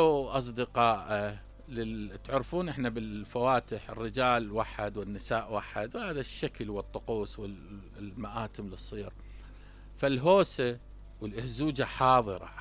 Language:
Mesopotamian Arabic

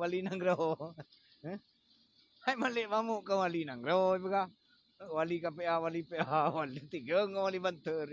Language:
Achinese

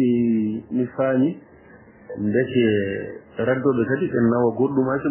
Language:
Fula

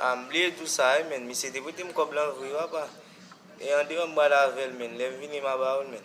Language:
Haitian Creole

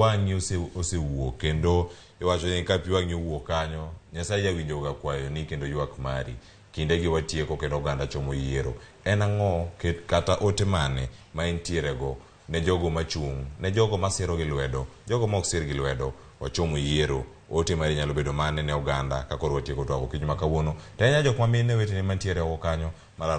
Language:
Luo (Kenya and Tanzania)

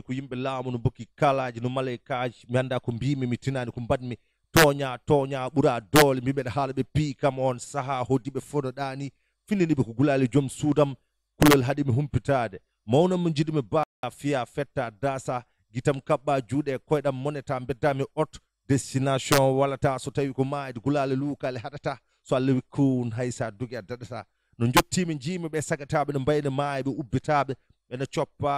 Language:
Fula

